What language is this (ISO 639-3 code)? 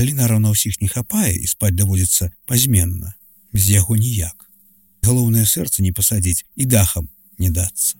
bel